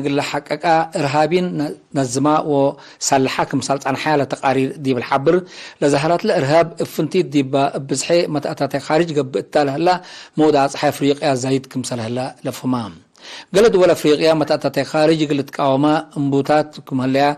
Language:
Tigre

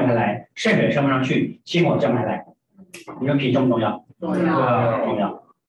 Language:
Chinese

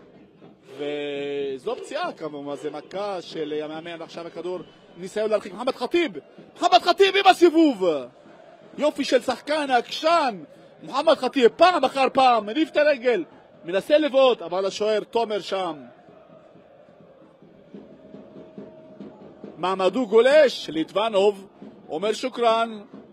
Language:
Hebrew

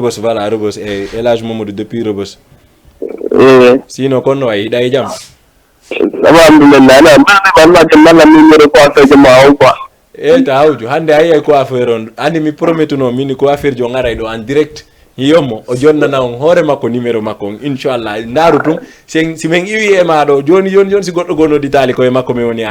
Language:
Fula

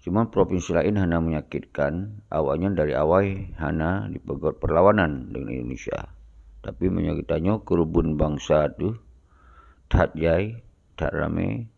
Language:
Achinese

